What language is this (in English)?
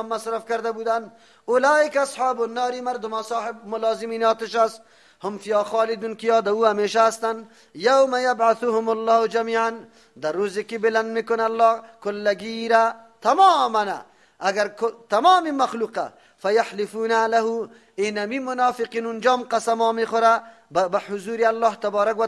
Persian